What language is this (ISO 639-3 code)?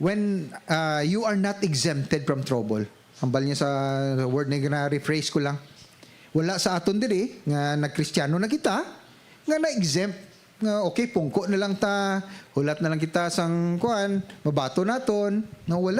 hil